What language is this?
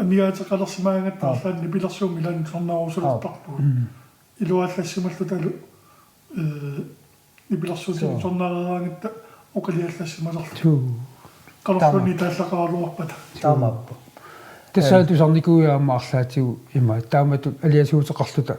Kalaallisut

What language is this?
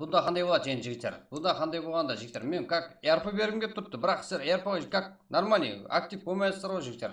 Kara-Kalpak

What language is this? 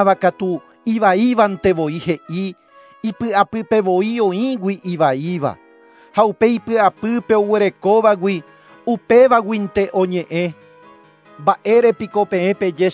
Guarani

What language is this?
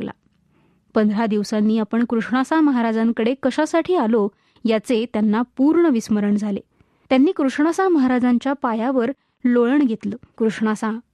Marathi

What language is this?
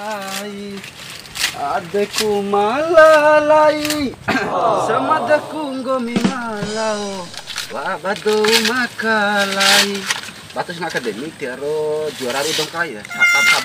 Bima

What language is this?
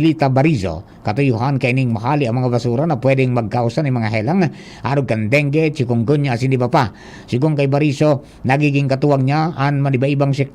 Bikol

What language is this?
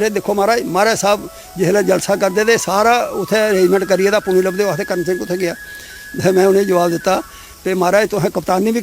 Dogri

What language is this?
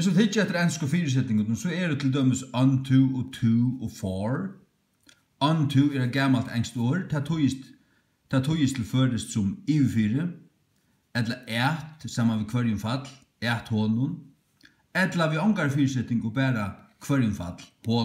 Faroese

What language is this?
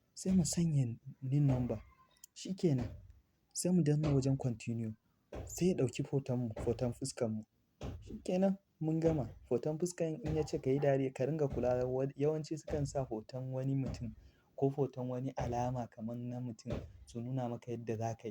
Hausa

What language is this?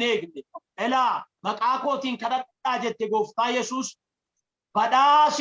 Oromo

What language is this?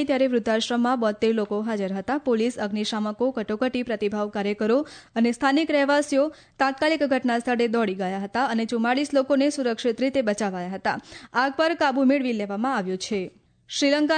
Gujarati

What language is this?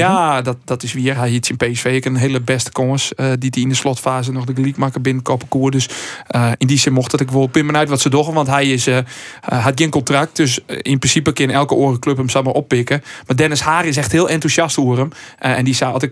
Western Frisian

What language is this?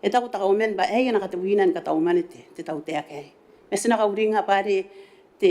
Gilbertese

